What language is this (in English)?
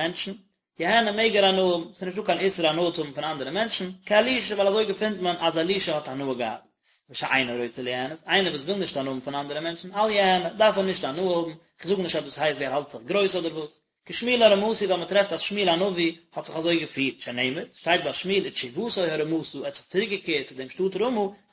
Yiddish